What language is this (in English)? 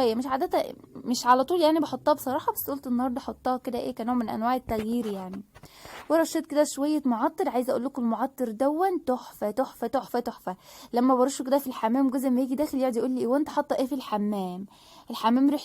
Egyptian Arabic